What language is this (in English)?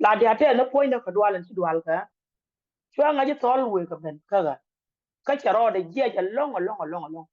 Nuer